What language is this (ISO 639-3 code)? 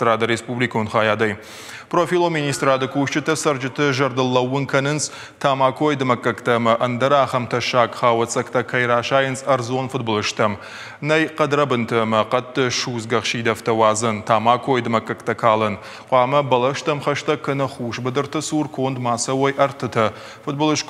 oss